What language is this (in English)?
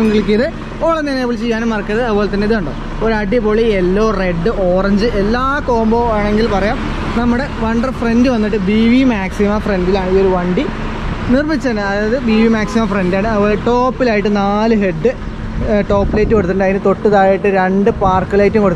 Malayalam